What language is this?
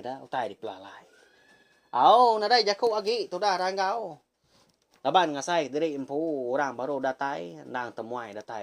Iban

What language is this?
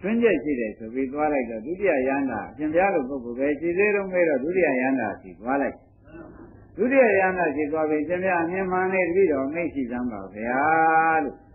Burmese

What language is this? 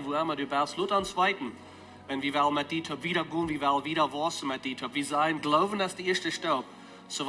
Plautdietsch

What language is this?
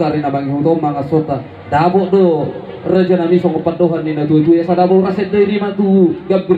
Batak Toba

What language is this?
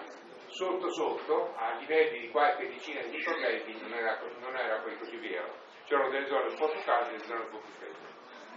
Italian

